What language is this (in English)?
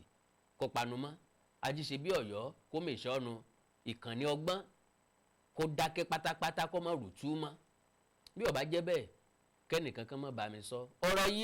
Yoruba